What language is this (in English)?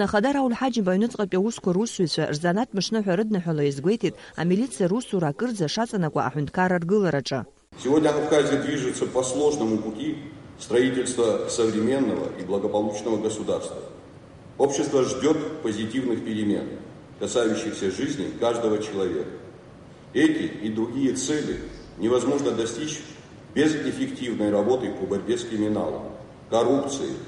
Abkhazian